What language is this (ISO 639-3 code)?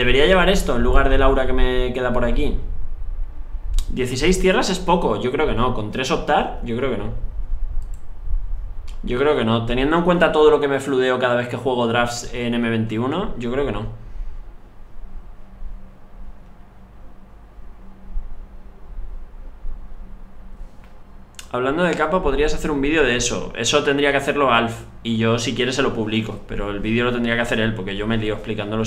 spa